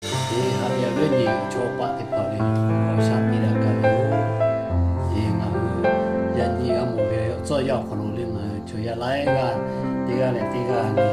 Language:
Lahu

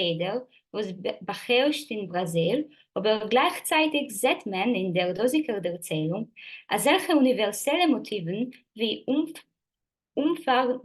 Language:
Yiddish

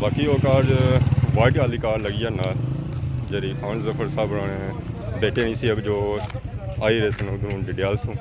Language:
Pahari-Potwari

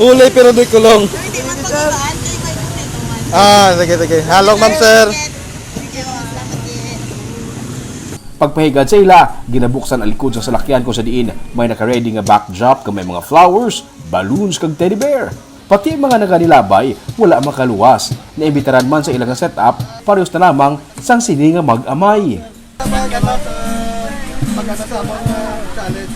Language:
Hiligaynon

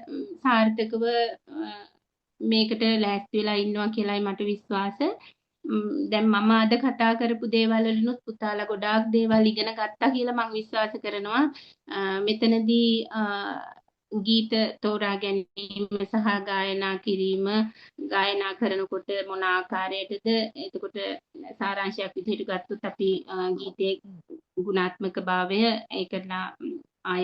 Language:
Sinhala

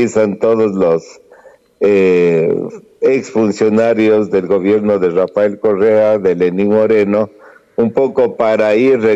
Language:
Spanish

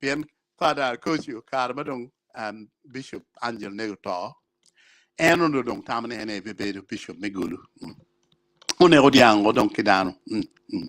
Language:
Acoli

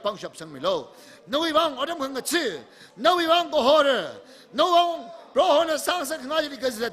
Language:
Tangkhul Naga (India)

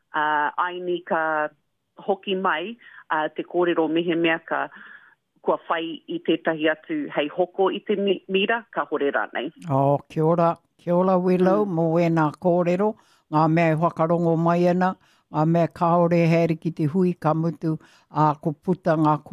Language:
Māori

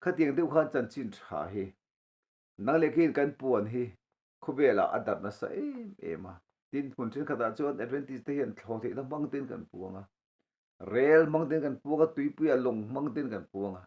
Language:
Mizo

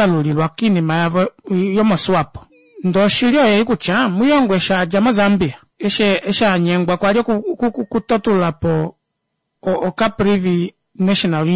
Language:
Kuanyama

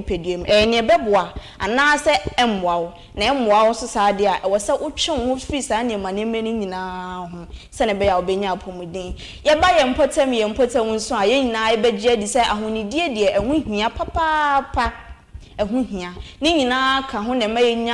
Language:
Akan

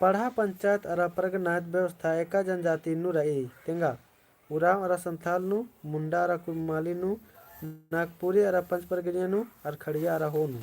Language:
Kurukh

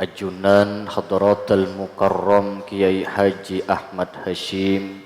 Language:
Madurese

